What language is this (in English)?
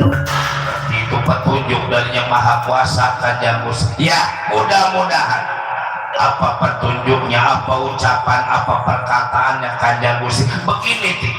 Betawi